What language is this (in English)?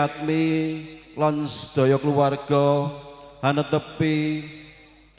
Javanese